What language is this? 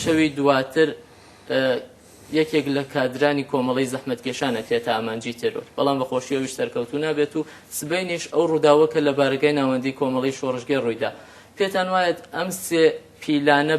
Central Kurdish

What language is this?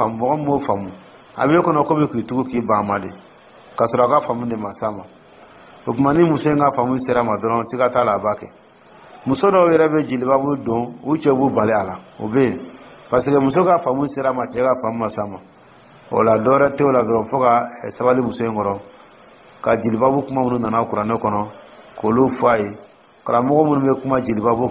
Dyula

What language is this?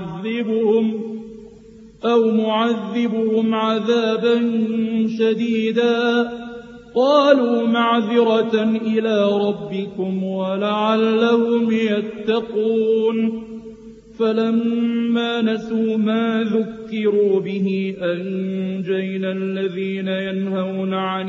Arabic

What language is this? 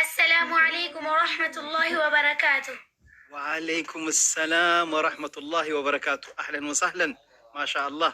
Amharic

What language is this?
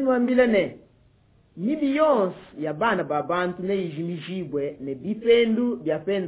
Luba-Lulua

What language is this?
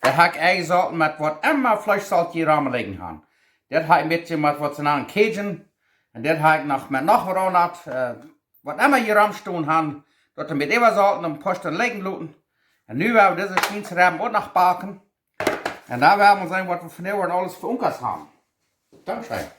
Plautdietsch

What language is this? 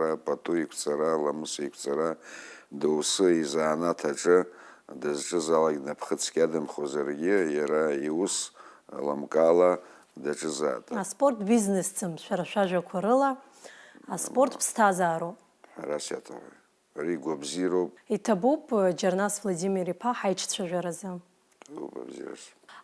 Abkhazian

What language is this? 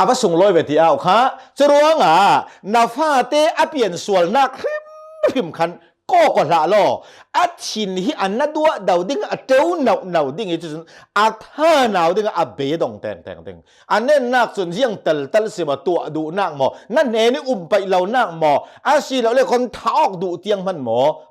Hakha Chin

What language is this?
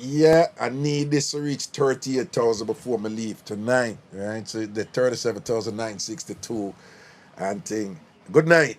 Jamaican Creole English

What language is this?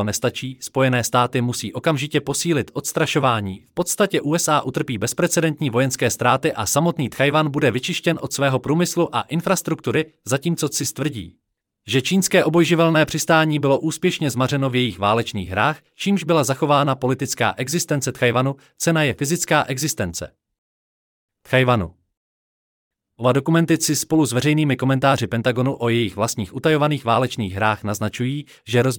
Czech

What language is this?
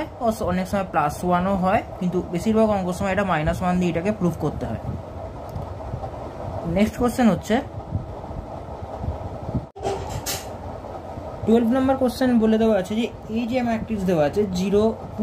Bangla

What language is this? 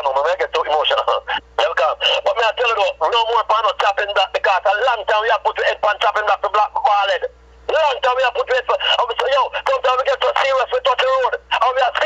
Jamaican Creole English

